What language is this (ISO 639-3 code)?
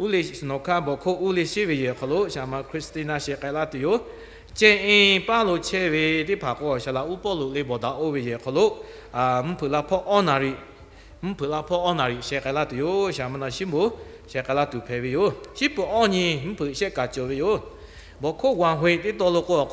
lhu